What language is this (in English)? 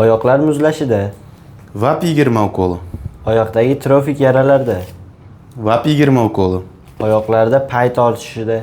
Uzbek